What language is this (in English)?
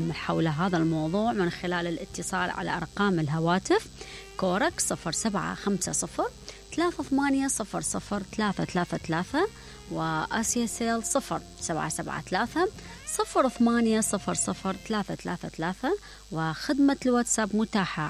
Mesopotamian Arabic